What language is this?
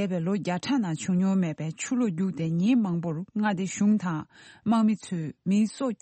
Tibetan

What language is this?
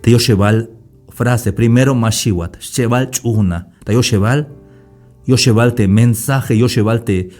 Tzeltal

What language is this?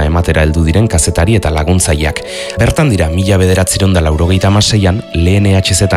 Basque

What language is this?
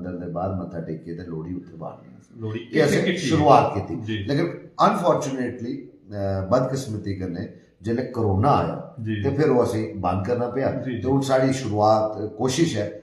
Dogri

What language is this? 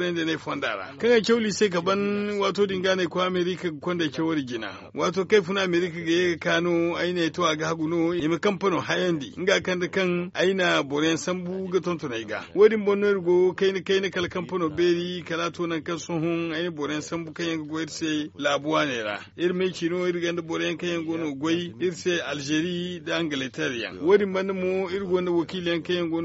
Zarma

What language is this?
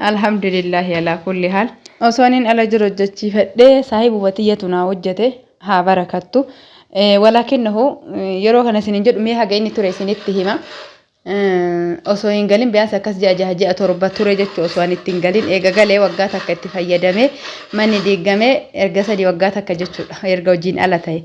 Oromo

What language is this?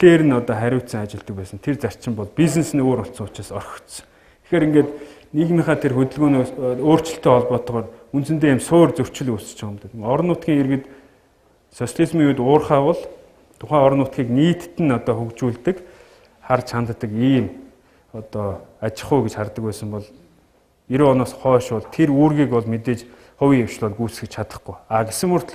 Mongolian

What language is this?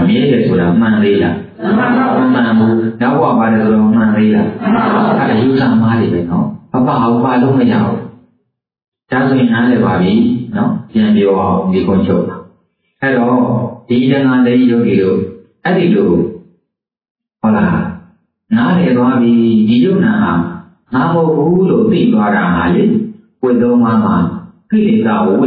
Burmese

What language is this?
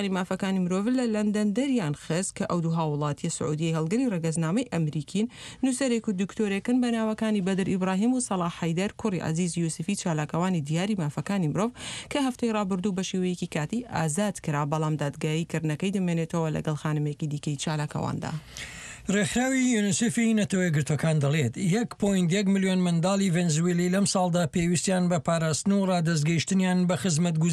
Central Kurdish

